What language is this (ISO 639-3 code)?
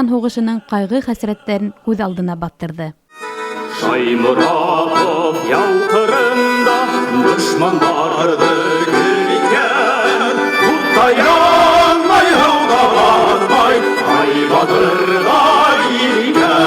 bak